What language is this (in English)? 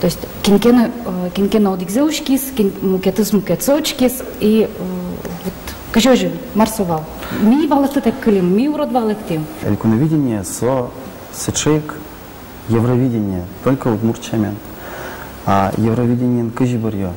Udmurt